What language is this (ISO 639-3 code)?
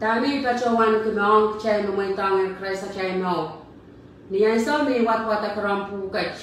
pon